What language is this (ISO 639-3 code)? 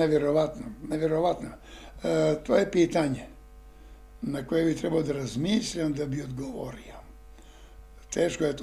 bos